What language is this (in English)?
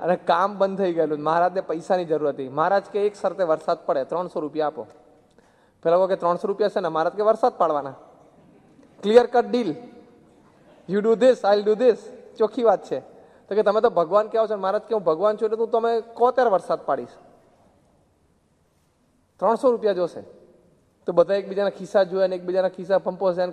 Gujarati